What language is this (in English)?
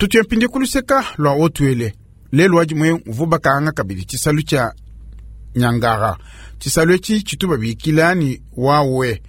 Luba-Lulua